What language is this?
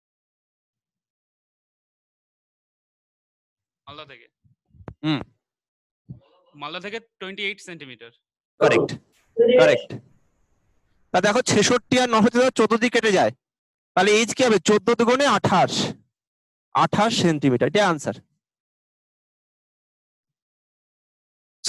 Bangla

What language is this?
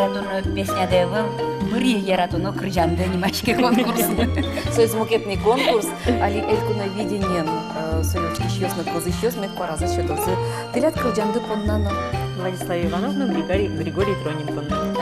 Udmurt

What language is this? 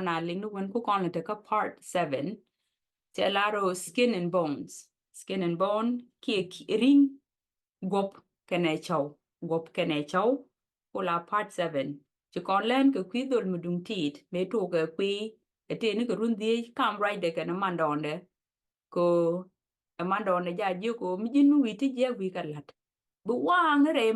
Nuer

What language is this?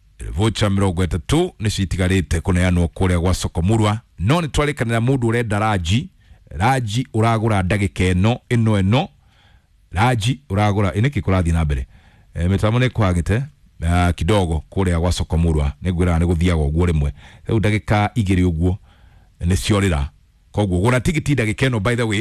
Kikuyu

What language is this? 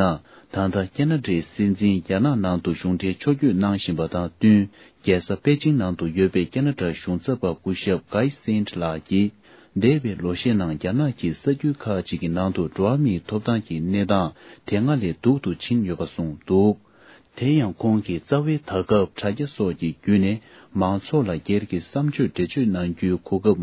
Tibetan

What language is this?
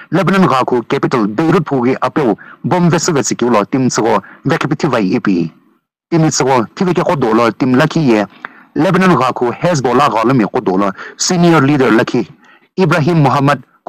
Sumi Naga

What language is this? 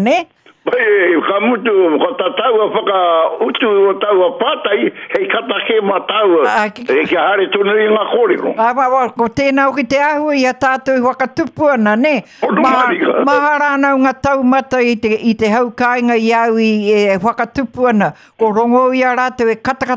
Māori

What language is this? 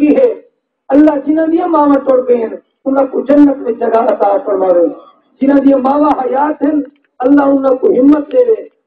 Saraiki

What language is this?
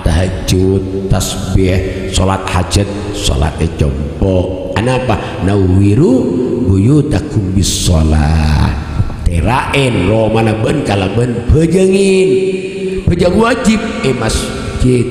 Madurese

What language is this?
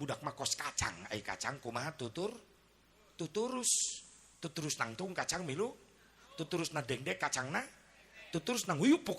Sundanese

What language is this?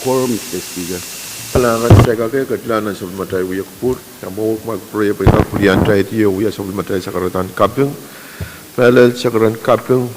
Pohnpeian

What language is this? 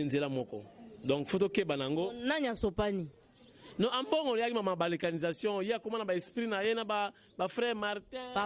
Lingala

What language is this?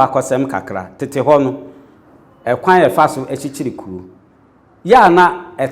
Akan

